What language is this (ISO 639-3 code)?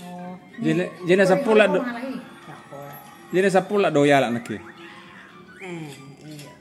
bbc